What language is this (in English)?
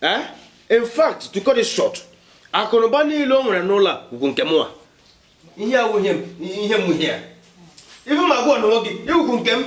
Igbo